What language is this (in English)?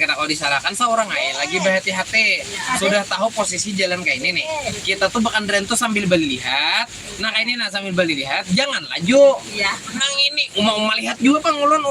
Banjar